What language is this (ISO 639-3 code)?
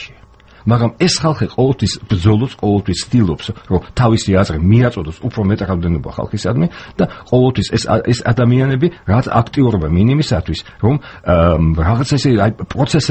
kat